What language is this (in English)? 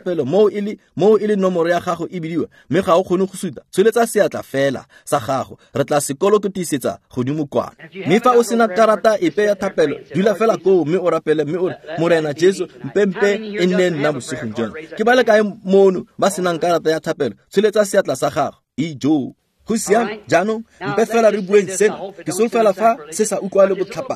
Tswana